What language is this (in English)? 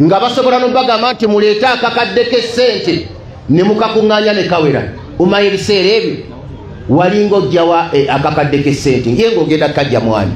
Ganda